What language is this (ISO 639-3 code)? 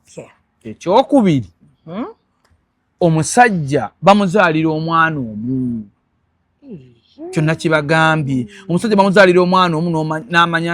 lug